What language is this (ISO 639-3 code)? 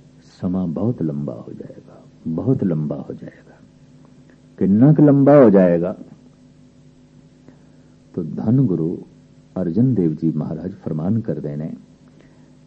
pan